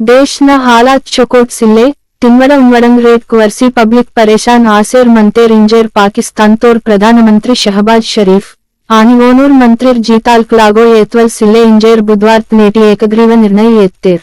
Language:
Gondi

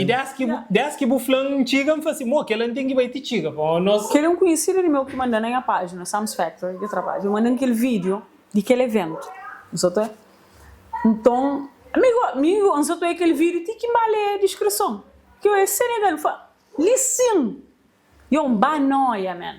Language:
Kabuverdianu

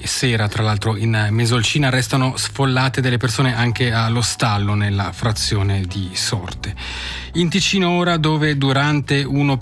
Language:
Italian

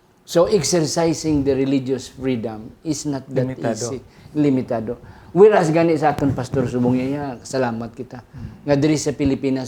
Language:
Hiligaynon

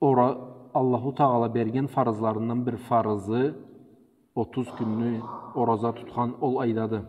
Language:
Karachay-Balkar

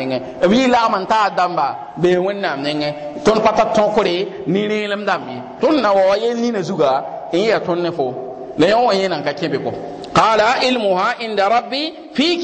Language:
Mossi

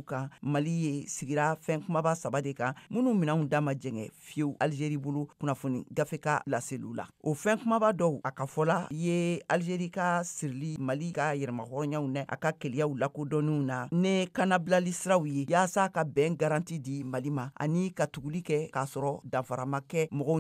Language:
Bambara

